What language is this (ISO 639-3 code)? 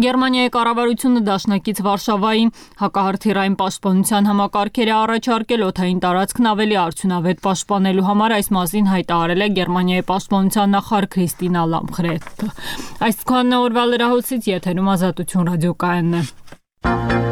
hye